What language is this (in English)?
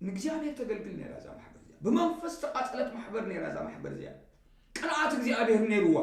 Tigrinya